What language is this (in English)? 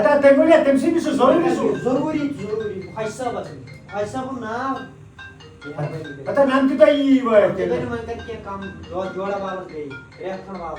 Kashmiri